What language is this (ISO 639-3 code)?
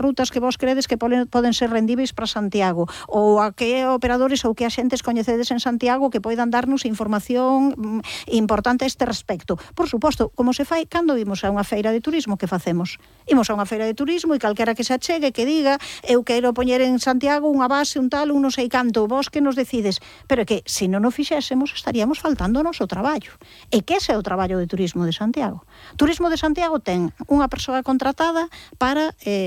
glg